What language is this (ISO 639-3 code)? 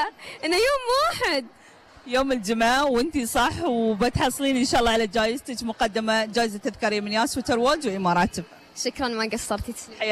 afb